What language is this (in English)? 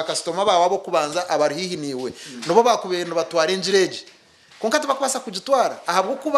Nyankole